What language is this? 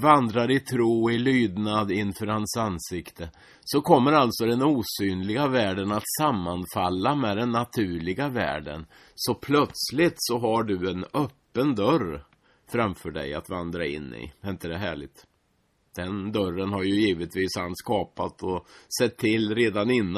Swedish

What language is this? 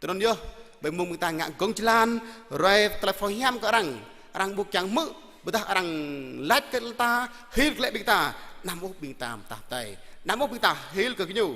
Jarai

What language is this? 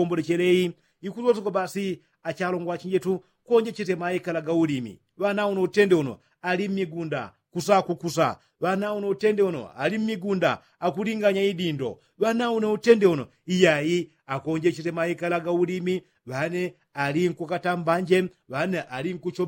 Yao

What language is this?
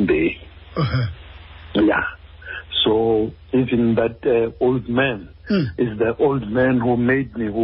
Xhosa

